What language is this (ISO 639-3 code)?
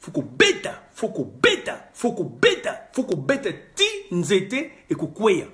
lin